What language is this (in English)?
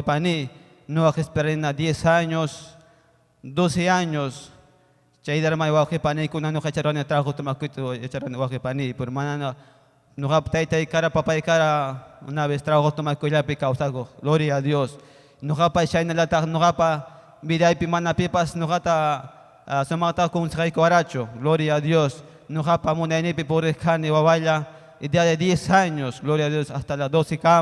Ayacucho Quechua